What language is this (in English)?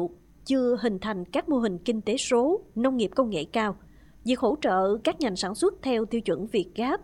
Vietnamese